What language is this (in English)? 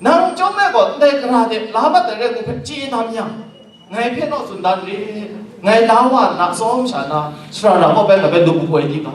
Kachin